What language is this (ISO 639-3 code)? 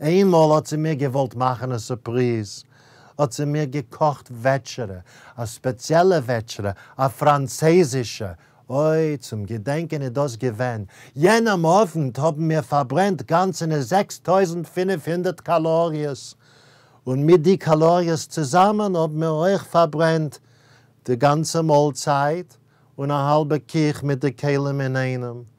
yid